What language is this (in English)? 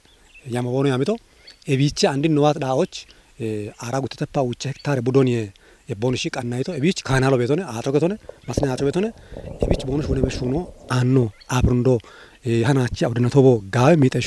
Kafa